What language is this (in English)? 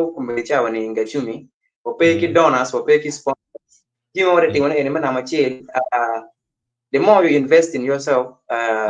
Acoli